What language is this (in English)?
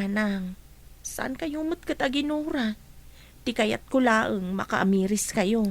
Iloko